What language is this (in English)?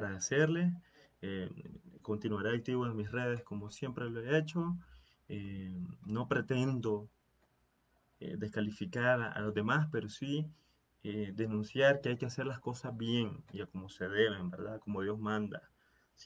Spanish